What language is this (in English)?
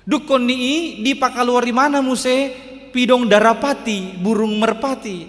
Batak Toba